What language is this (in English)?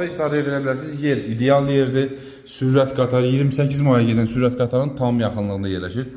Azerbaijani